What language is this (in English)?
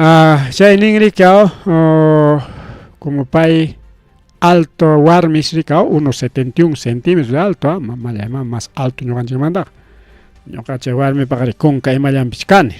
Ayacucho Quechua